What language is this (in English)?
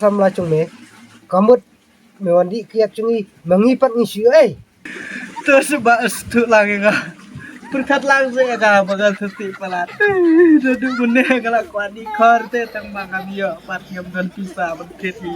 Khasi